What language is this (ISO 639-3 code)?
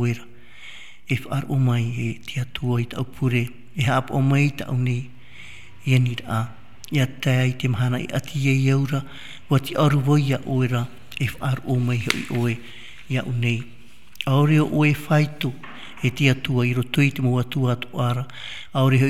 tah